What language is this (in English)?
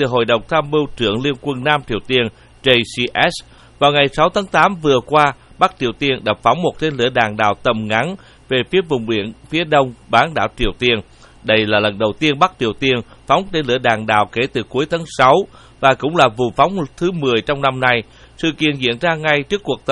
Vietnamese